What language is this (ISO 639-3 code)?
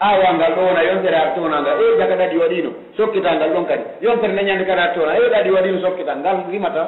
fuf